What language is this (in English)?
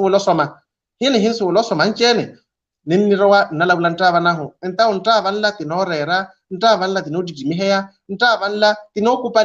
Makhuwa